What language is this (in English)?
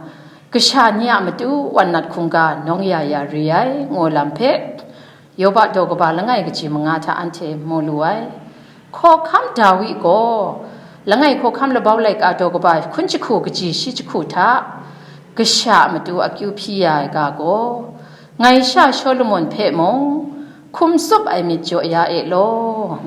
Kachin